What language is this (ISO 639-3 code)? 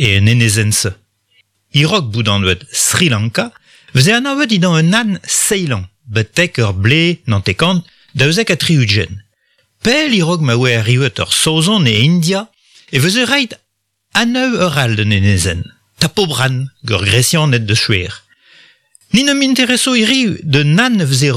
bre